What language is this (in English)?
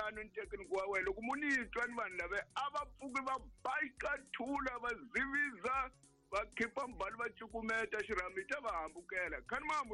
Tsonga